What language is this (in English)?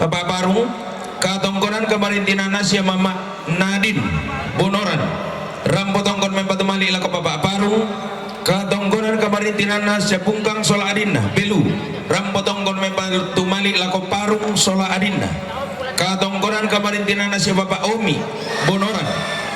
Toraja-Sa'dan